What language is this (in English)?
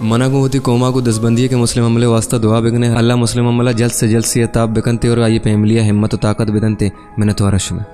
Baluchi